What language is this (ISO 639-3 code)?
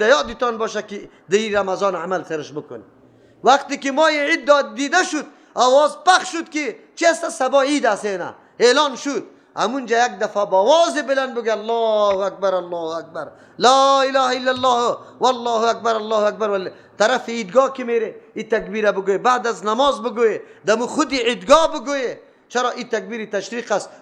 fas